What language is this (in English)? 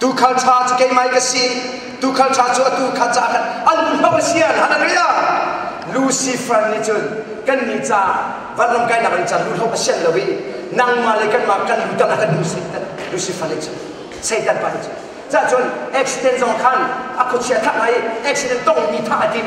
Hakha Chin